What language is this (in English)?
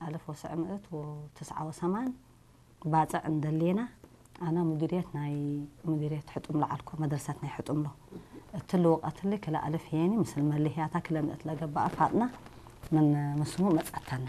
Tigrinya